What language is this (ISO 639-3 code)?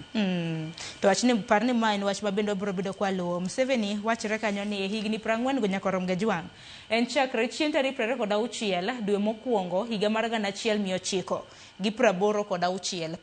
luo